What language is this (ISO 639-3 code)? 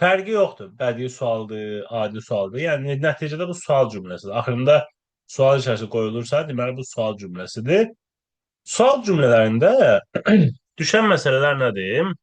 aze